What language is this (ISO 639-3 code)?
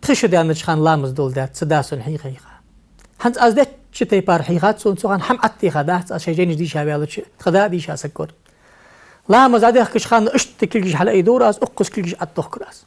inh